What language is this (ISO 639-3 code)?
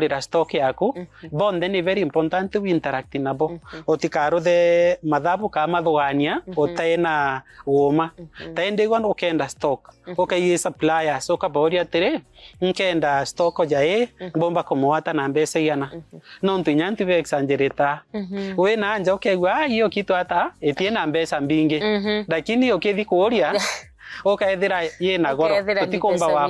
mer